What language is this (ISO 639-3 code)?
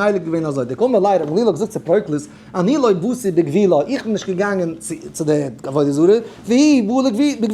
yid